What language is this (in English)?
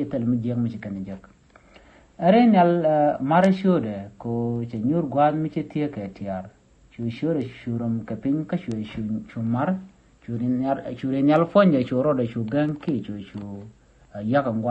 Nuer